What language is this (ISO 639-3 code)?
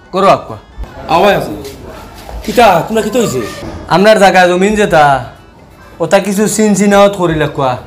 syl